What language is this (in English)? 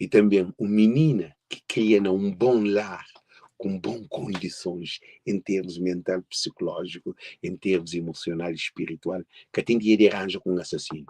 Kabuverdianu